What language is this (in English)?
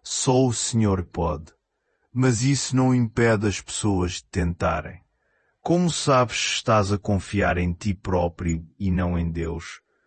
Portuguese